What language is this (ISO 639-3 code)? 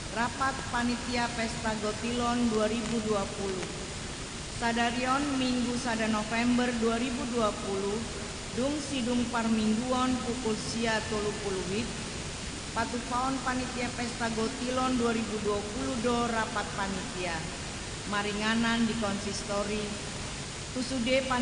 bbc